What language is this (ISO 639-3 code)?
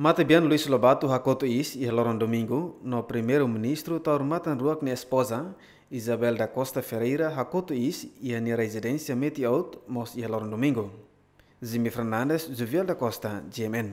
tet